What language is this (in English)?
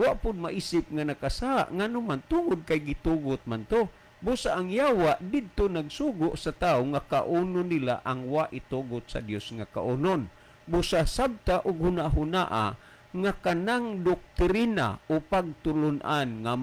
Cebuano